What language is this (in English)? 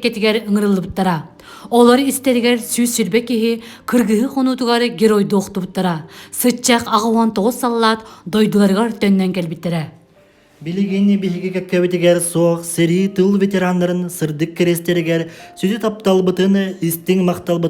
Yakut